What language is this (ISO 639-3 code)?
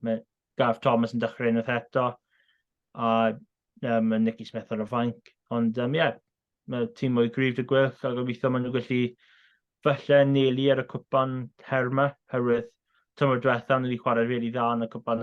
cym